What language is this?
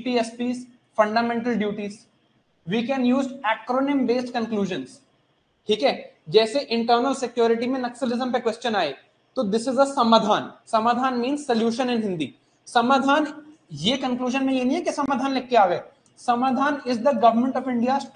Hindi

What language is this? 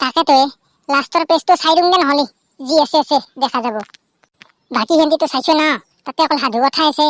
Assamese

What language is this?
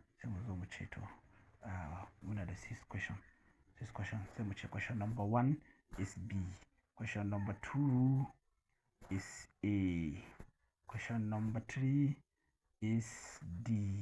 Hausa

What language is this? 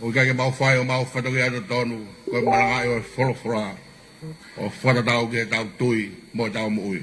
Tongan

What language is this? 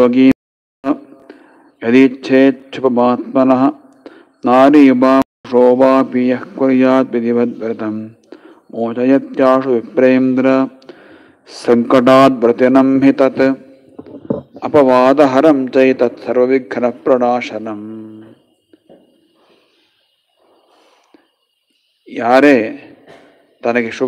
Kannada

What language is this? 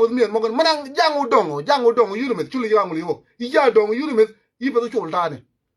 Nuer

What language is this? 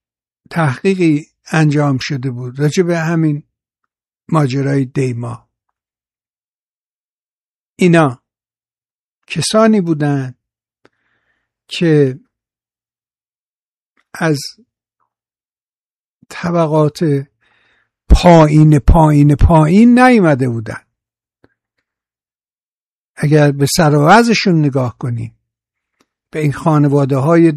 Persian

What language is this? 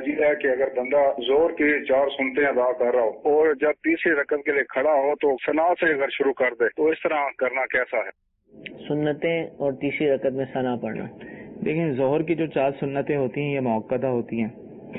Urdu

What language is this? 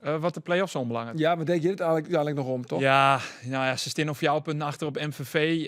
Western Frisian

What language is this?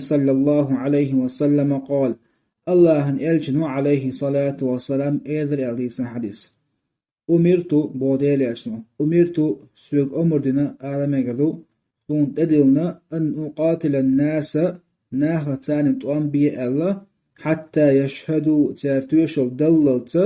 Chechen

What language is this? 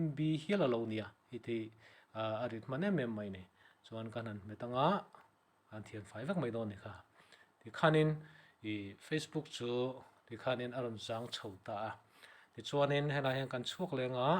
Mizo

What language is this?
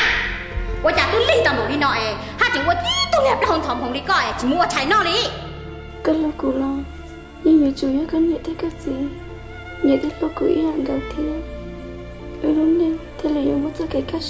Hmong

